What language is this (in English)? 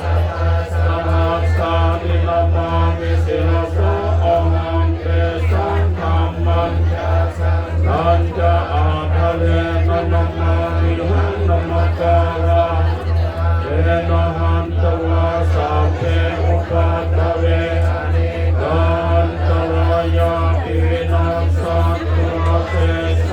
Pali